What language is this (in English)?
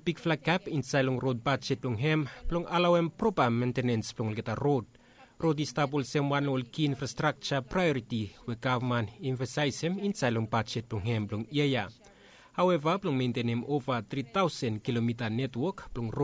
Bislama